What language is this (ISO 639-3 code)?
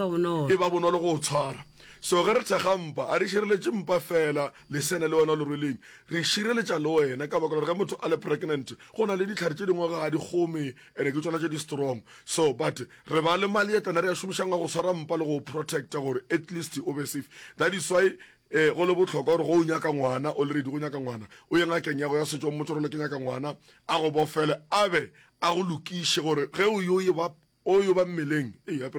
nso